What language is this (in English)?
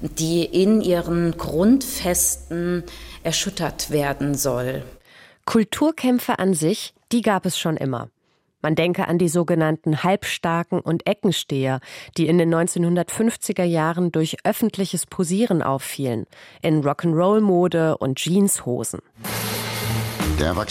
German